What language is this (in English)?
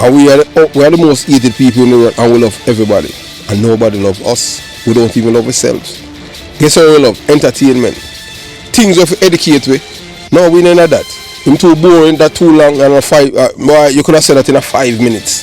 Jamaican Creole English